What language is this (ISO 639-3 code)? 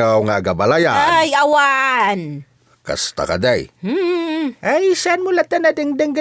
ilo